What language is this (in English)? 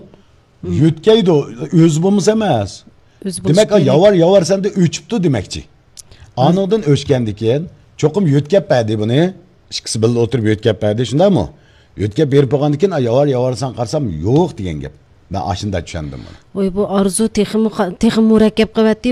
Uyghur